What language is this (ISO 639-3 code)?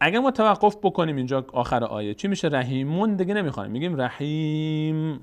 fas